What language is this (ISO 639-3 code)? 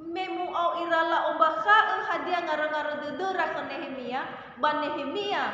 nia